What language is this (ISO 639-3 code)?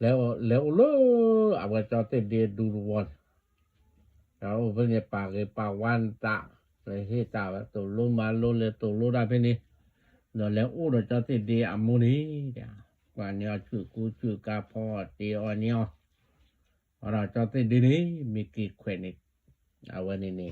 ksw